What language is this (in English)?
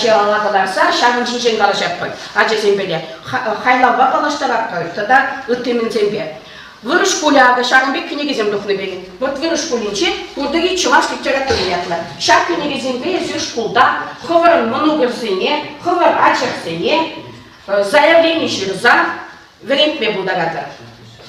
Chuvash